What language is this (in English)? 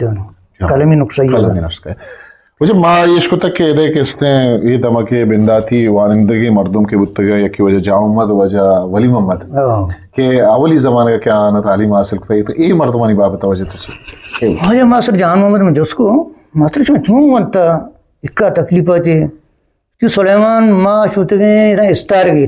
Eastern Balochi